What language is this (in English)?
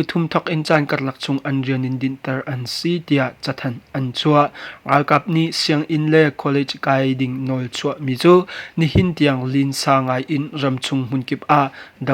Hakha Chin